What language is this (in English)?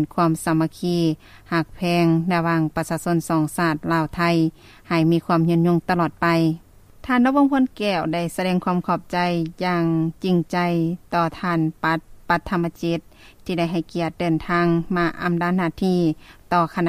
Lao